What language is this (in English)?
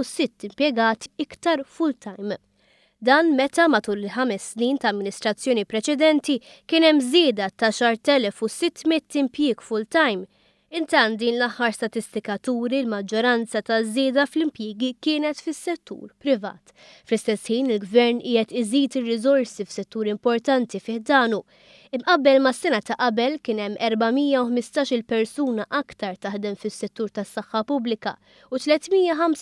Maltese